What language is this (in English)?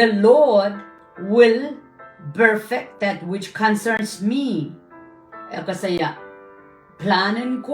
Pohnpeian